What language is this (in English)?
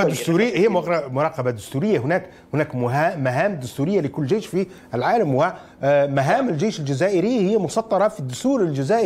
Arabic